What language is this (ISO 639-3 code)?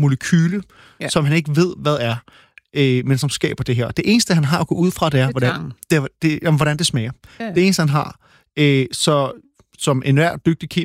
dan